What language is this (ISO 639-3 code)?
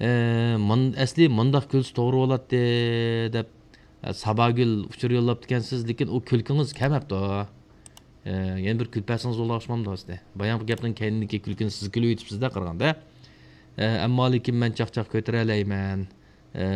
uig